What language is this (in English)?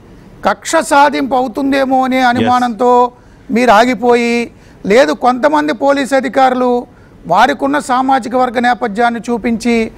Telugu